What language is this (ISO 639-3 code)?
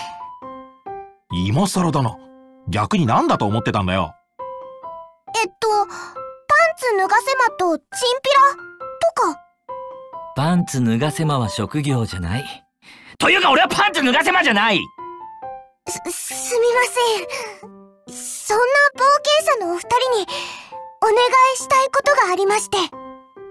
jpn